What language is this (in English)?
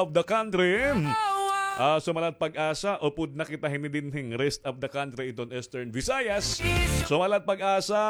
Waray